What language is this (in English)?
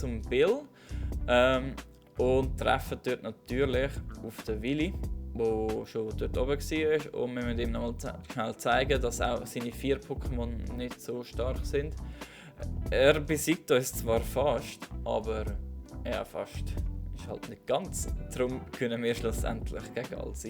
Swiss German